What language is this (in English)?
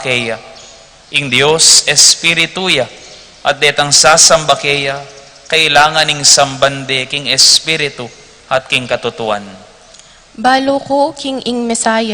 Pampanga